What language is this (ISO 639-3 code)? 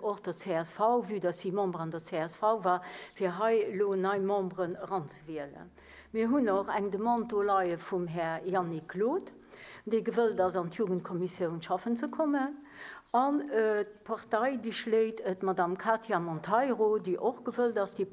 ltz